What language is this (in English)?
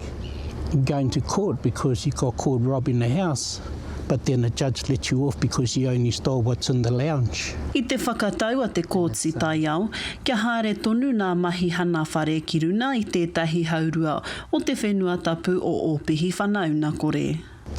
Māori